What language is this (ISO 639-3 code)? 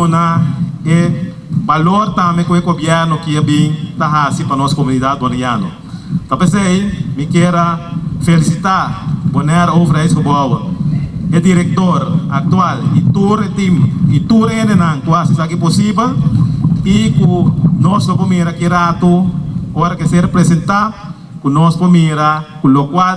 pap